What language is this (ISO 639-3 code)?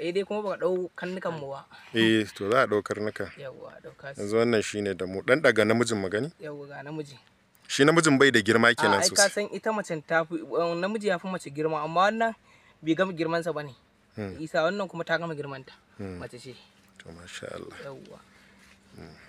hau